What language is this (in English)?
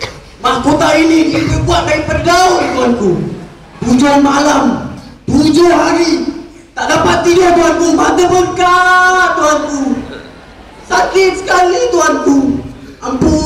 Malay